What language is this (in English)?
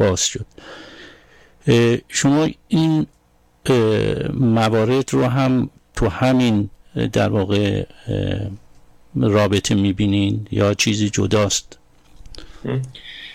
Persian